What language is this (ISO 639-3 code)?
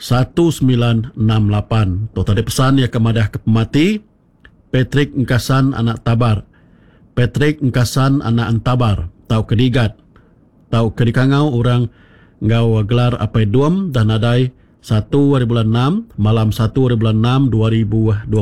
iba